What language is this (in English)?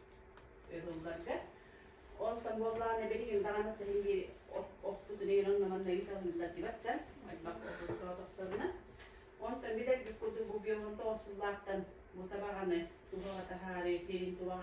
Yakut